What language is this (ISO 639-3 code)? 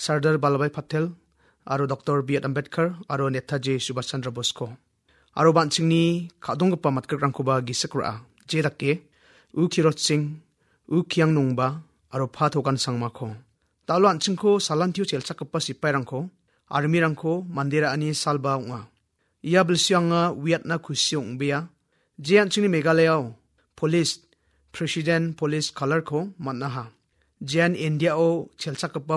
grt